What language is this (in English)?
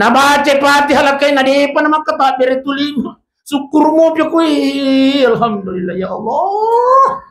Buginese